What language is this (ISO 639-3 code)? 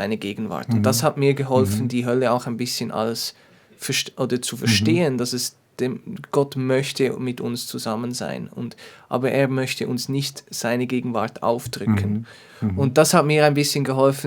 gsw